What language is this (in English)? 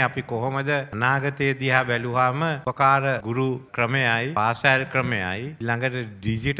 Sinhala